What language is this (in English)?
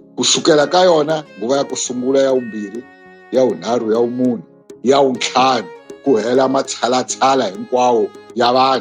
Tsonga